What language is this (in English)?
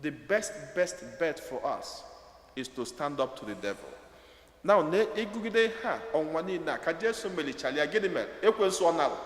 Igbo